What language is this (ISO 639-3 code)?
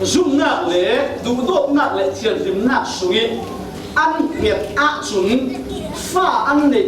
cfm